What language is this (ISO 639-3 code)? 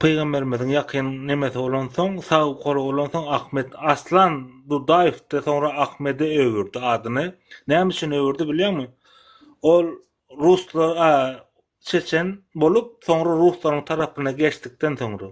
tuk